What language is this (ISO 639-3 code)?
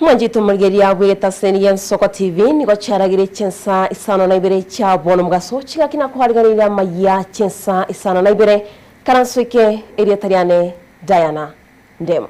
guz